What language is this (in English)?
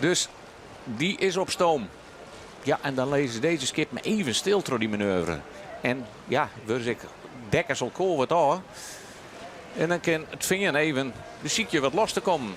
Western Frisian